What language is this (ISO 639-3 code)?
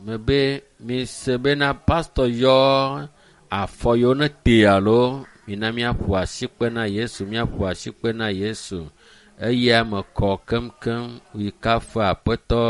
ewe